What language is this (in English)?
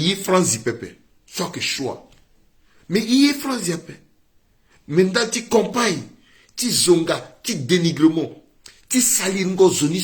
Sango